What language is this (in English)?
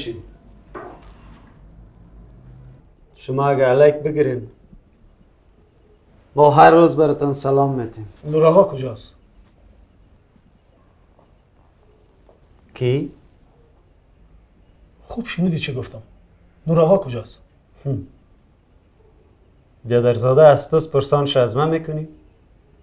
Persian